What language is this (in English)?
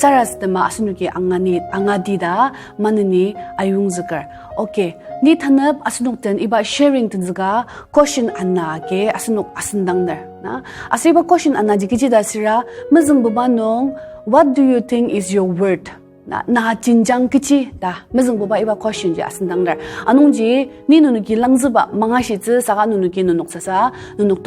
Ao Naga